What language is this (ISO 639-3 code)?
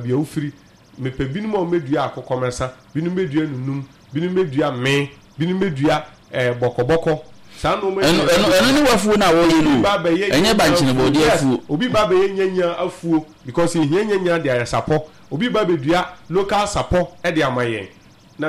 aka